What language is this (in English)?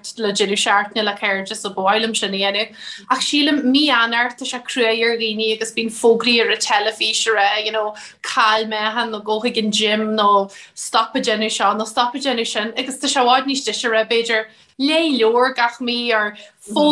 Irish